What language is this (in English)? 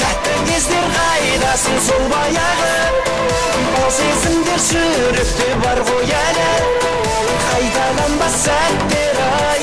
Kara-Kalpak